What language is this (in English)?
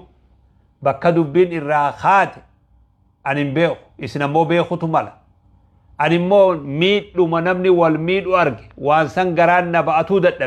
Oromo